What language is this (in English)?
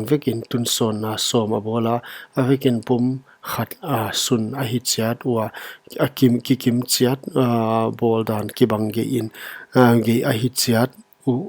Paite Chin